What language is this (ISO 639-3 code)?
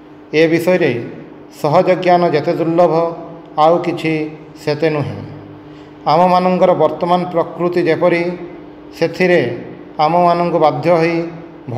ori